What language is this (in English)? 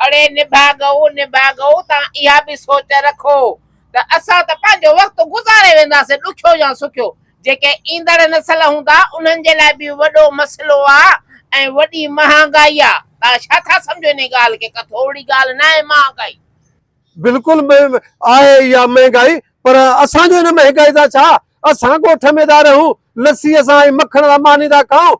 Sindhi